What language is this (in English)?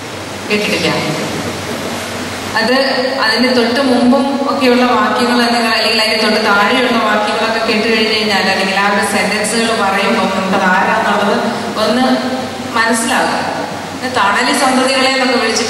Malayalam